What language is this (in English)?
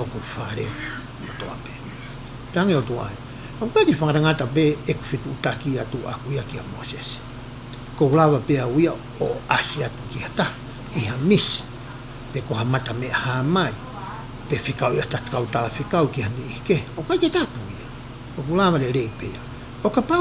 Tongan